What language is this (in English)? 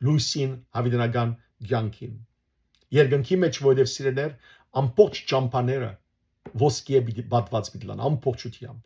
Western Armenian